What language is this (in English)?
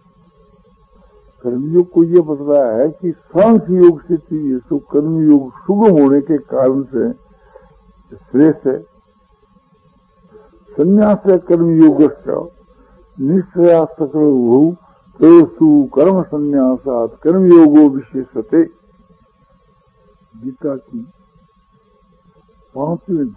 Hindi